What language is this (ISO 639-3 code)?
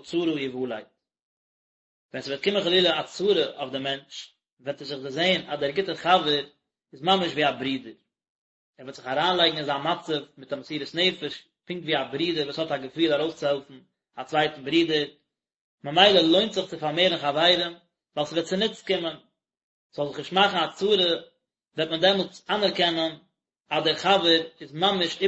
yid